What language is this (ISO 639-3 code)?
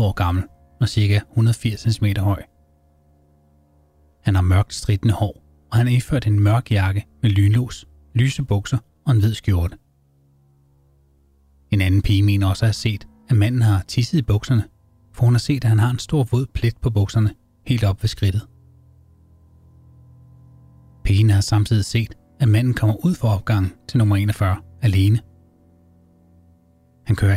dan